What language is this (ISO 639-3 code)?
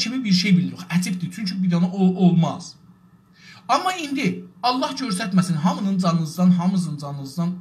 azb